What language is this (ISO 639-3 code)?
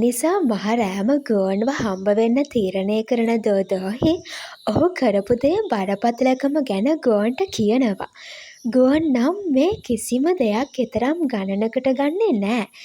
sin